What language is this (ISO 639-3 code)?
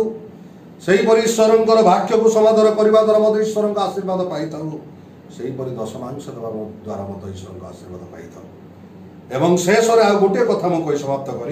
ori